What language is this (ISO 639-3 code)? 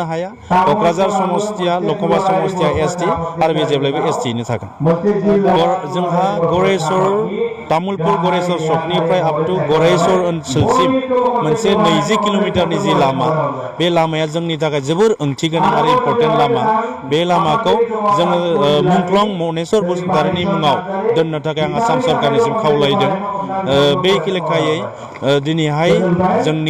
brx